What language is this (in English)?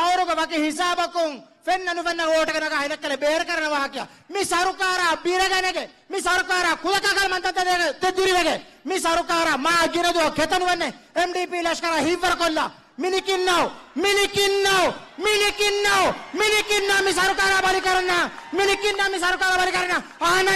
Divehi